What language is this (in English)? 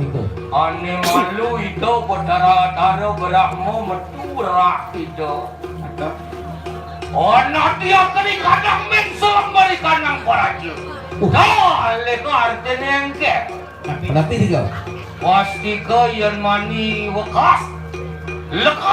Balinese